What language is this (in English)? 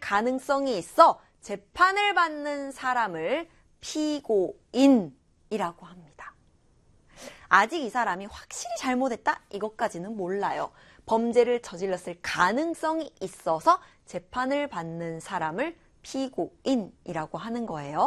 Korean